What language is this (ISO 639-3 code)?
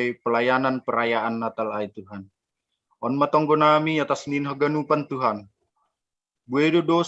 bts